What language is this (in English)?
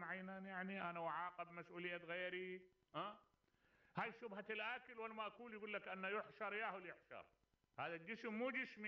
Mesopotamian Arabic